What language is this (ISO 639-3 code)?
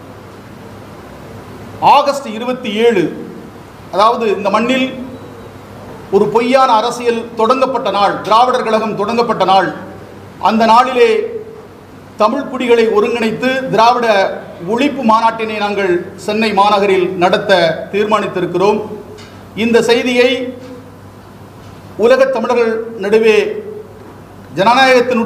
tam